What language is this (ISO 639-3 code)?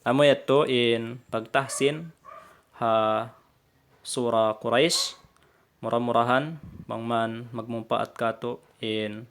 tsg